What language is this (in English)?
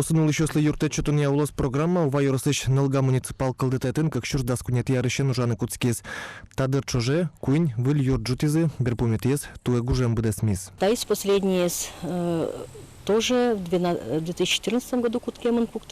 Udmurt